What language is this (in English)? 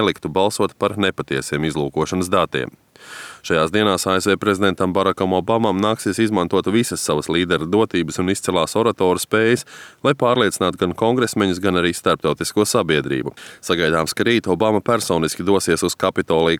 Latvian